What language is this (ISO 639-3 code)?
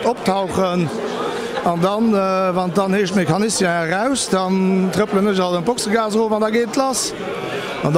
ltz